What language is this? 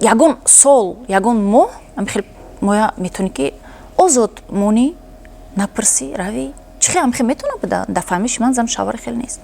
Tajik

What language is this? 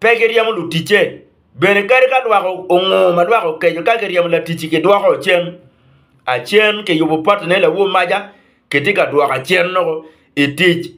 Acoli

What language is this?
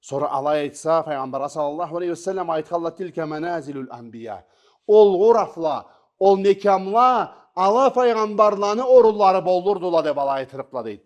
Karachay-Balkar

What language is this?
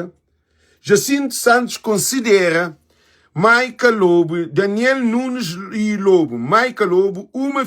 Kabuverdianu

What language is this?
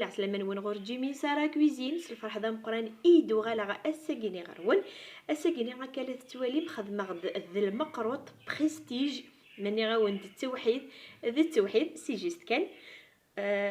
Kabyle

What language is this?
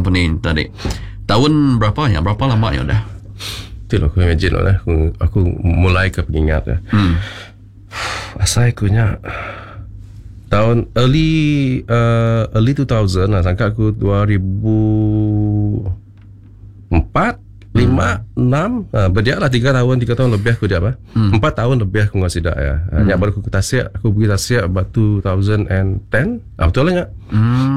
Malay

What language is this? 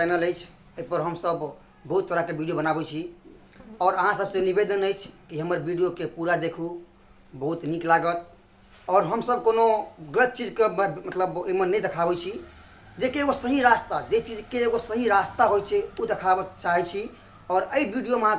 Maithili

